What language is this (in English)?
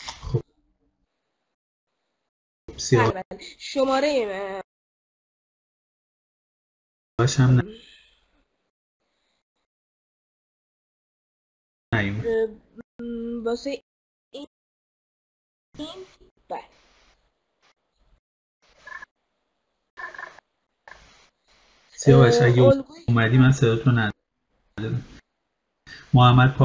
Persian